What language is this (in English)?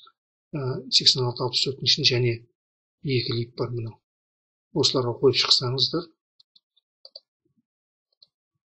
Kazakh